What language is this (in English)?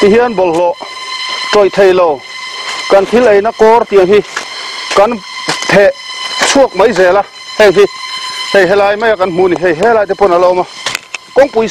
Mizo